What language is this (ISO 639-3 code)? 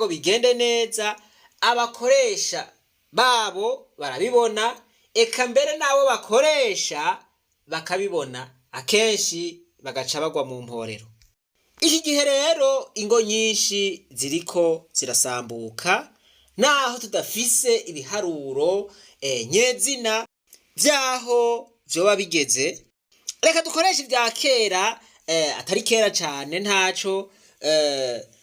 run